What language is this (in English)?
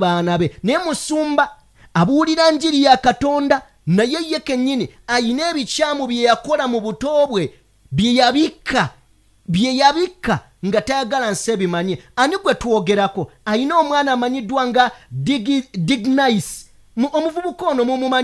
Ganda